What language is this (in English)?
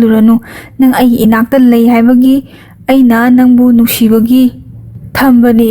Manipuri